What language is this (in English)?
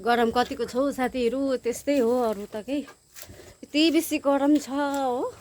Nepali